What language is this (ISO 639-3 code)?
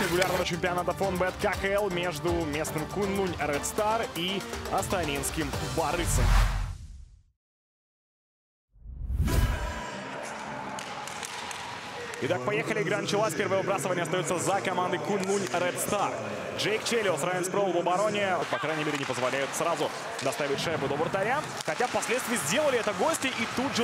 rus